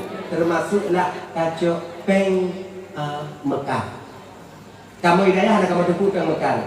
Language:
Achinese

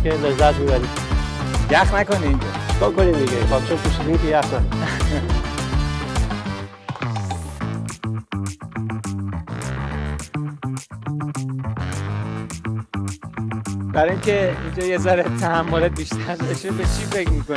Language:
Persian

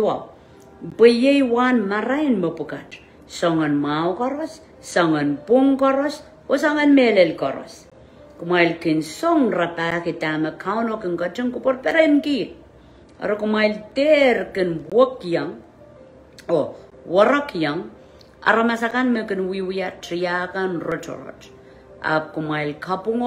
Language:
Pohnpeian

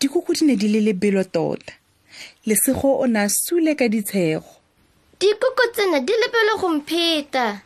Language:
Tswana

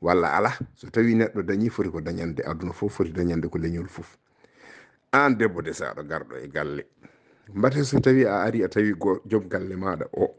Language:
Fula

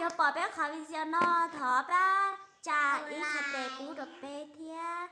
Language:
Hmong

